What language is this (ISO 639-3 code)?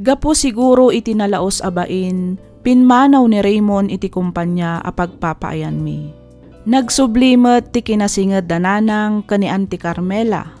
ilo